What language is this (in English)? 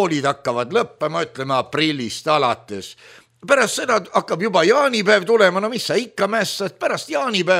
Estonian